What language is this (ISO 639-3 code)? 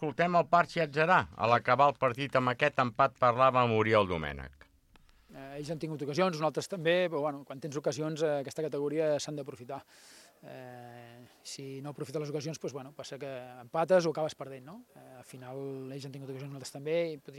cat